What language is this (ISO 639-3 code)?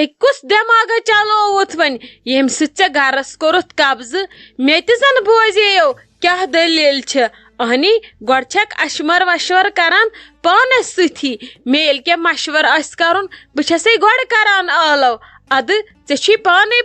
kas